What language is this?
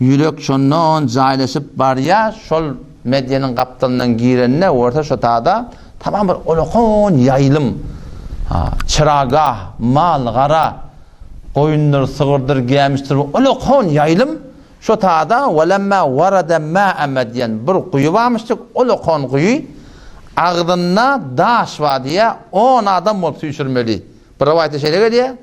Turkmen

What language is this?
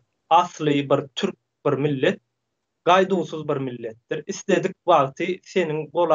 Turkmen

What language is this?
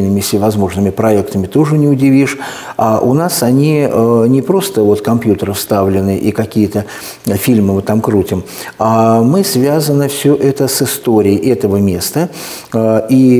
Russian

